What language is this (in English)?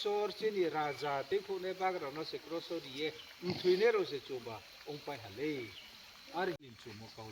Riang (India)